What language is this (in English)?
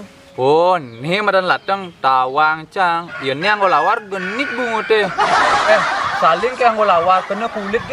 Balinese